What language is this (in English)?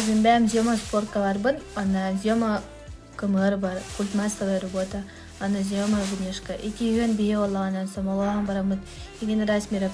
Yakut